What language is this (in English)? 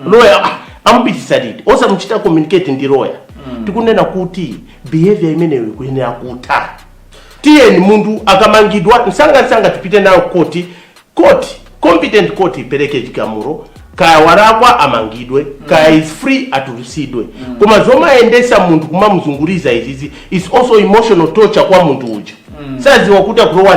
Nyanja